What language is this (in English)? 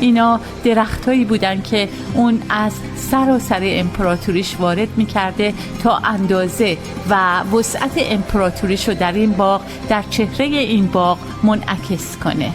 Tajik